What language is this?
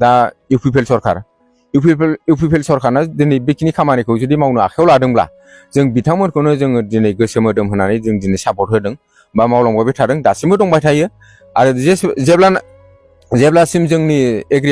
Bodo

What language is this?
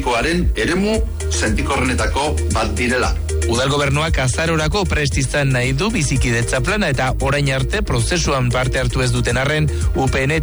Basque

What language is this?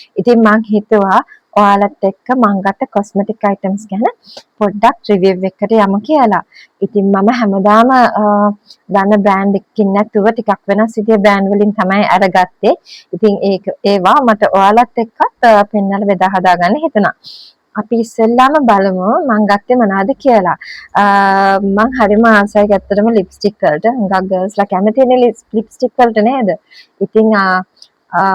Sinhala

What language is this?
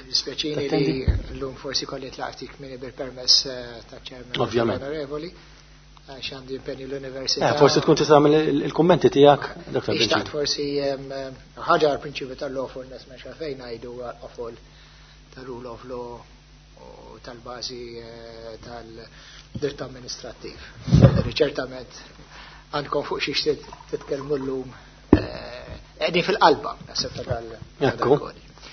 Maltese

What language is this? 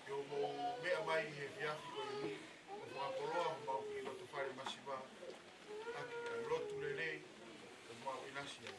Tongan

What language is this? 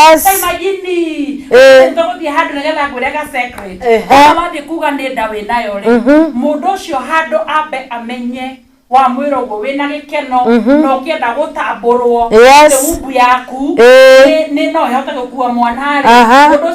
Kikuyu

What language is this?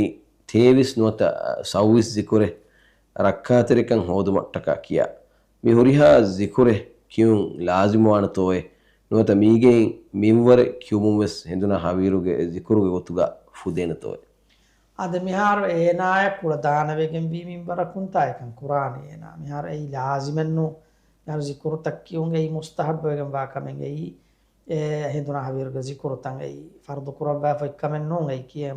Divehi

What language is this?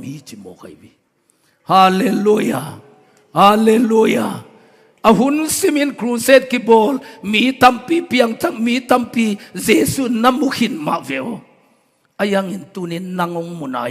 Tedim Chin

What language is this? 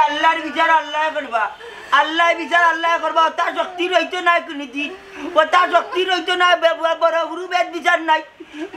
Sylheti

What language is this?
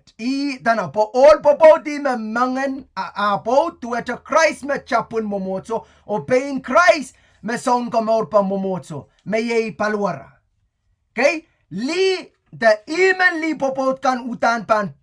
Pohnpeian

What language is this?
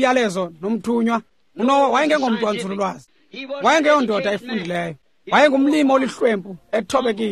Xhosa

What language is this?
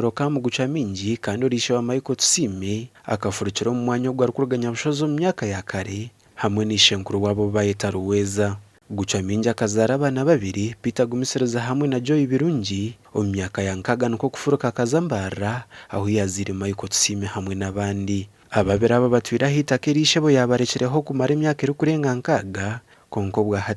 Nyankole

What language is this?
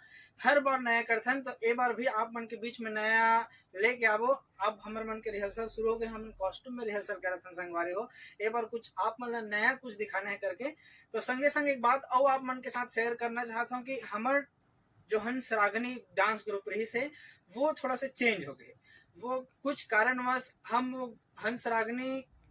Chhattisgarhi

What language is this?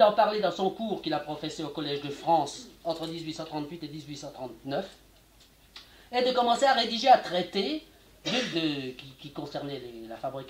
French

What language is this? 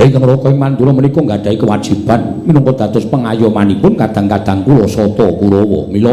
Javanese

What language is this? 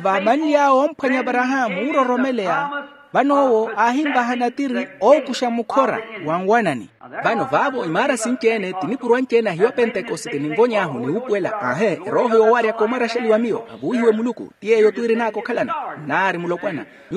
Makhuwa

